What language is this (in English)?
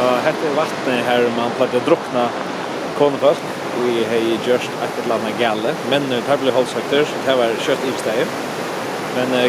Faroese